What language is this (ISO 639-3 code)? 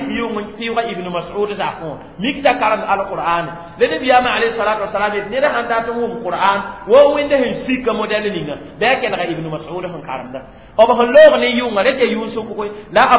mos